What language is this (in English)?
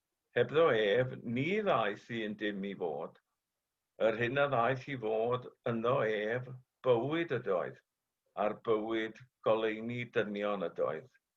Welsh